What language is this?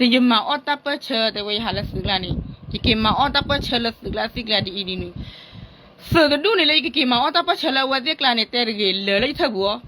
S'gaw Karen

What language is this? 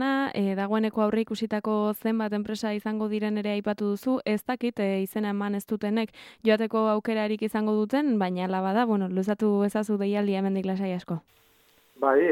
Basque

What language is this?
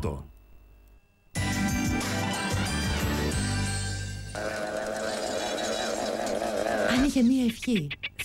Greek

